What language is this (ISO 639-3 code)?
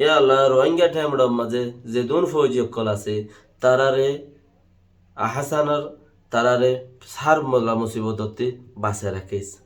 rhg